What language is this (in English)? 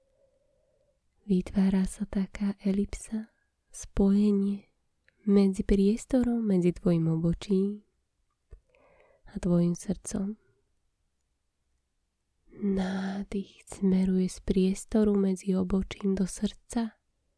Slovak